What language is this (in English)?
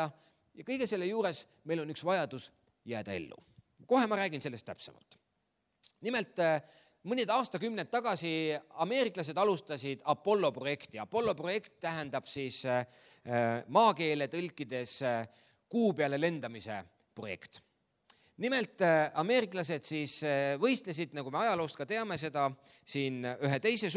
Estonian